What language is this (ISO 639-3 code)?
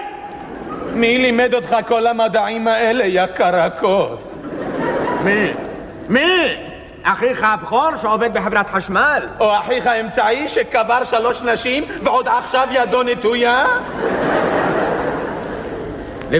heb